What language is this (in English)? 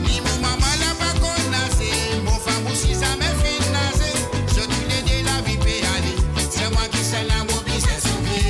Morisyen